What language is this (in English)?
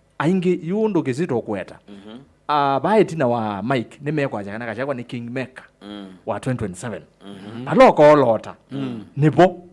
Kamba